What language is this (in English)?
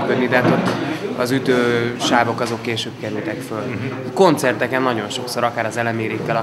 Hungarian